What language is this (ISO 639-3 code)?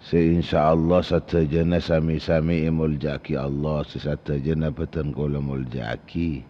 mad